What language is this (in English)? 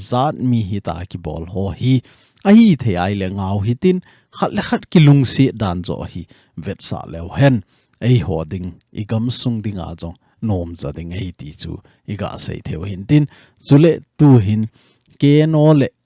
Thado Chin